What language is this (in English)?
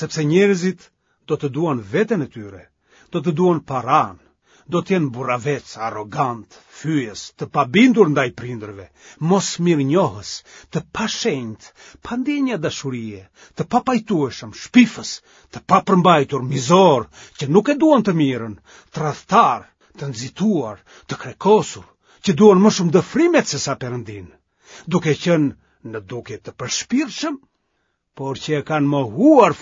Albanian